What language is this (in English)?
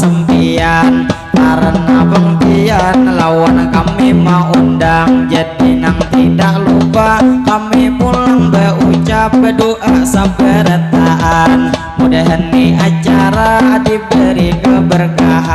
Banjar